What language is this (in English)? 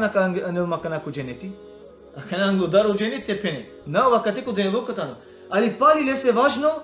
Balkan Romani